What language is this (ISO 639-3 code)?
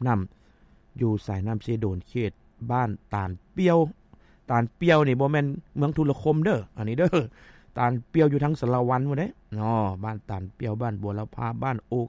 lao